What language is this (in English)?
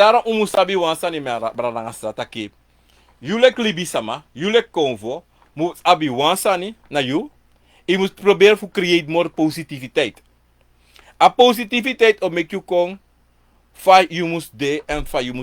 Sranan Tongo